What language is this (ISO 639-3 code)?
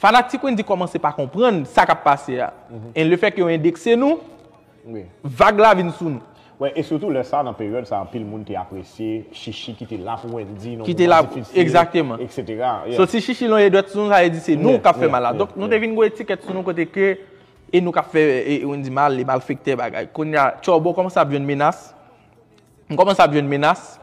hat